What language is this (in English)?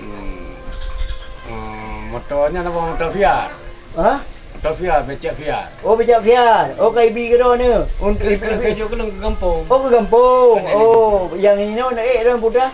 Achinese